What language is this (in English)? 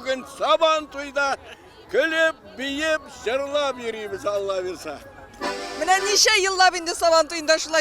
Tatar